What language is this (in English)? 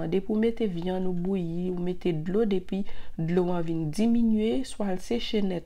Haitian Creole